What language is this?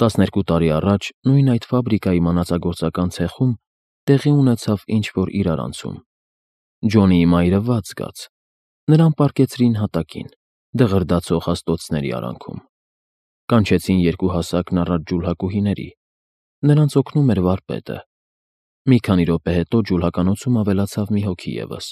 Armenian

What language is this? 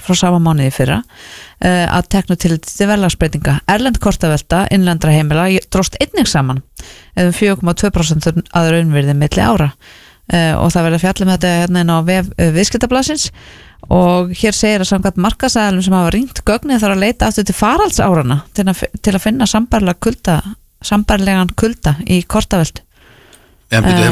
Icelandic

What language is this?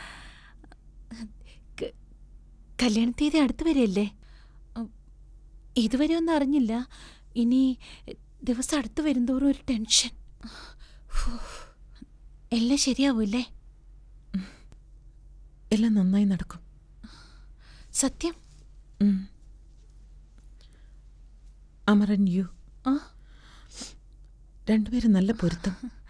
Malayalam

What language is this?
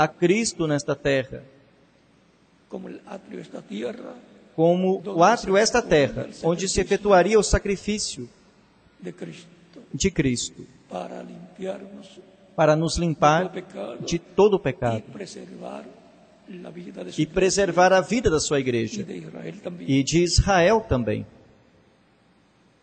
Portuguese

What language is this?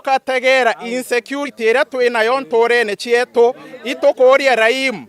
Meru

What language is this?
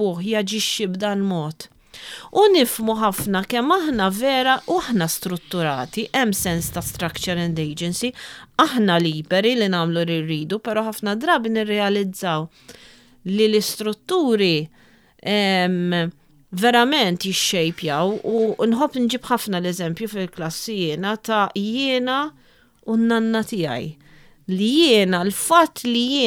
Maltese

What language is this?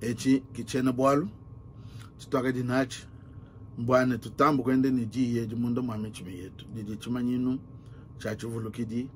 Luba-Lulua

